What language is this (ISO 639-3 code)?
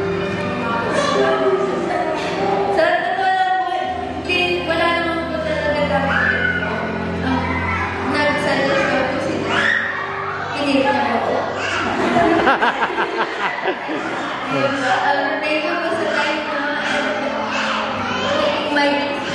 fil